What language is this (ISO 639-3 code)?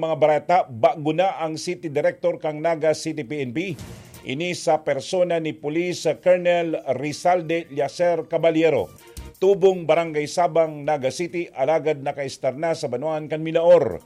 bik